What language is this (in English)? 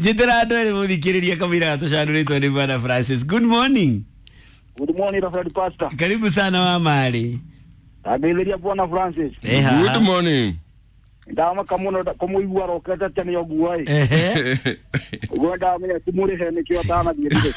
Kikuyu